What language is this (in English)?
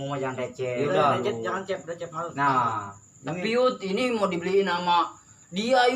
Betawi